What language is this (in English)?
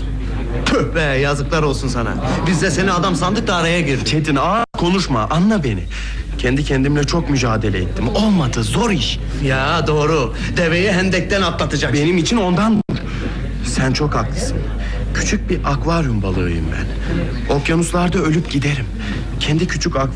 Turkish